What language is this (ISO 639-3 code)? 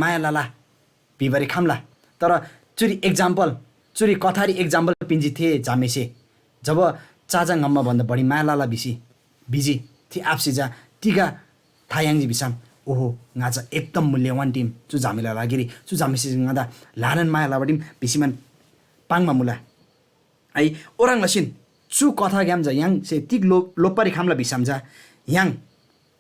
taj